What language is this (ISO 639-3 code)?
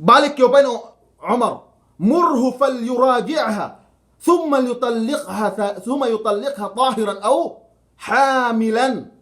yka